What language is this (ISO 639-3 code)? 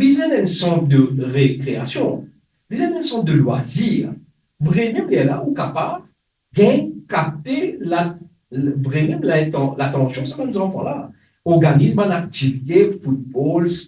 mfe